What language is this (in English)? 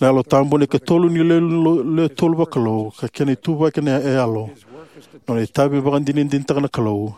Fijian